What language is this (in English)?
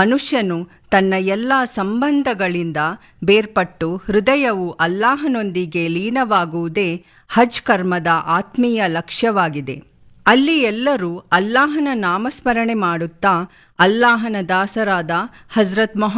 Kannada